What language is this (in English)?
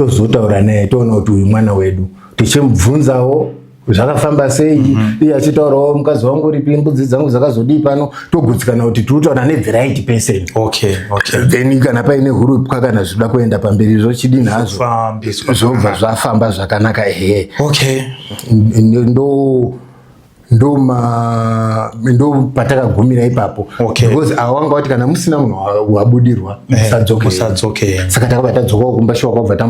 Shona